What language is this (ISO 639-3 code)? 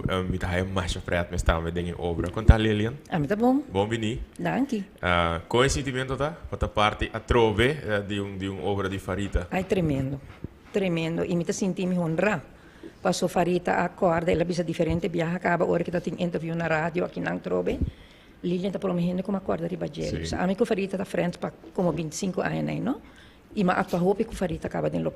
pap